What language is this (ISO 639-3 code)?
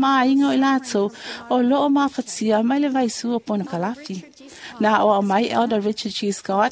smo